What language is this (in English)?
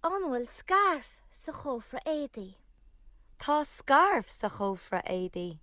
Irish